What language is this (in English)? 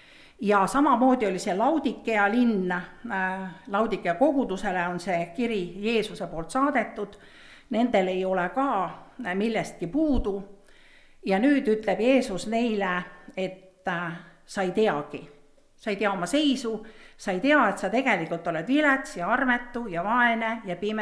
Estonian